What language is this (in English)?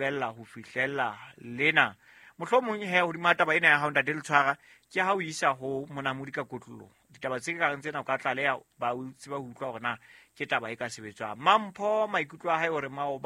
Southern Sotho